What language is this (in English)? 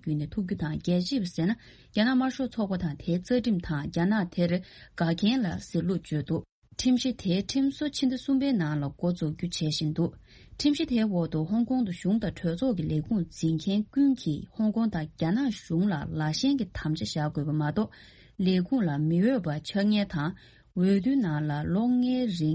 Tibetan